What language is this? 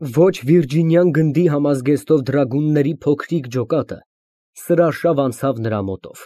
Armenian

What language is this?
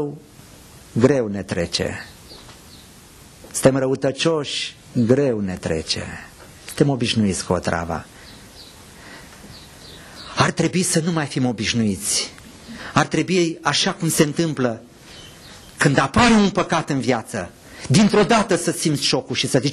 Romanian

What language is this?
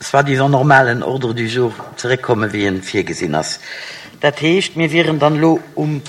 Luxembourgish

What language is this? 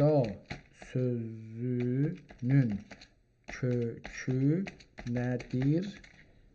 South Azerbaijani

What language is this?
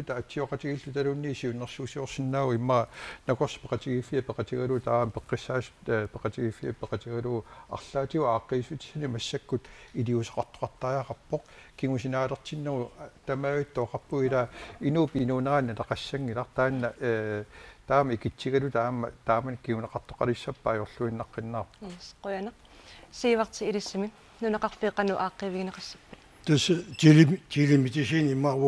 Kalaallisut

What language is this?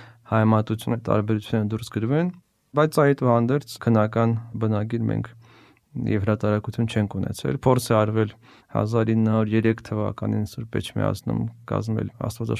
Armenian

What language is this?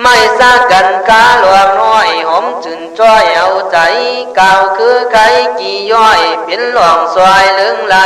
Khün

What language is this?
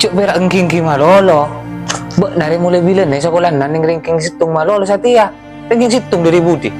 Madurese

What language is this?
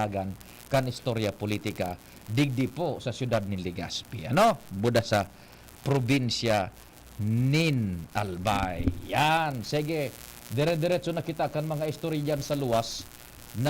Bikol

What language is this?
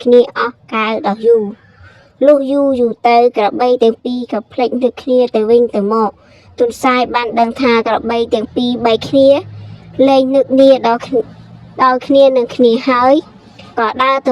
Khmer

